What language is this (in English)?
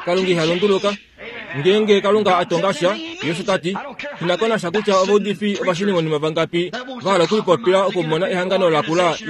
Kuanyama